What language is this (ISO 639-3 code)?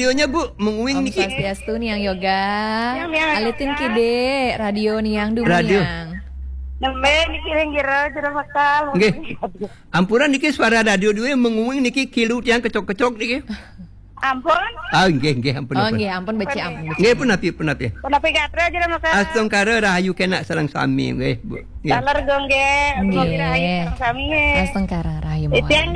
ban